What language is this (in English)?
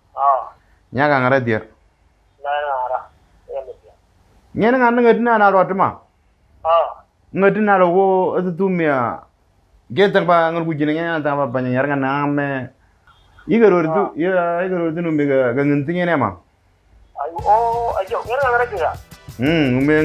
Moro